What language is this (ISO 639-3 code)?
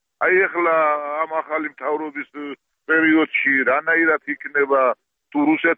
kat